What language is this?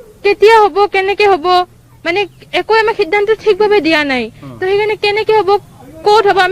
Assamese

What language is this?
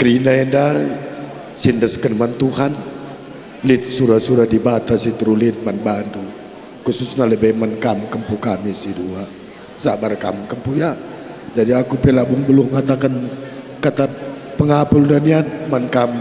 Batak Karo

